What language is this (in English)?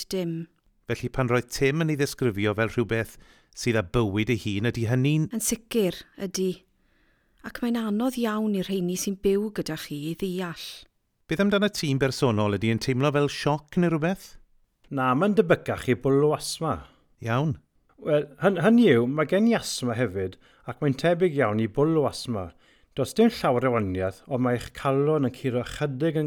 Welsh